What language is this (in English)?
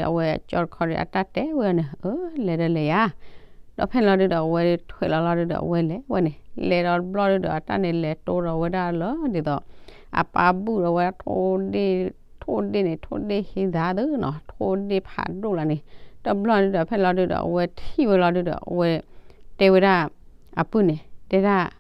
S'gaw Karen